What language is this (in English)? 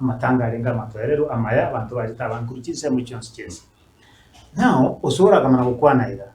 Gusii